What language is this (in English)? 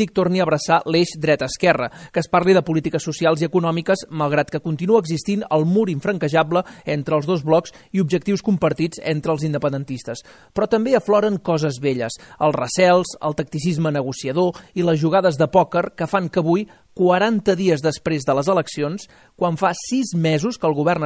Catalan